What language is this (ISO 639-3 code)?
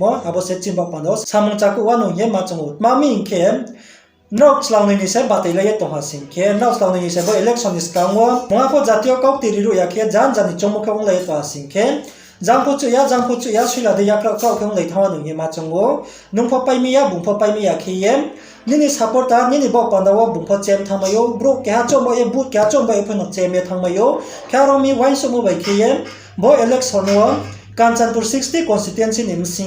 ria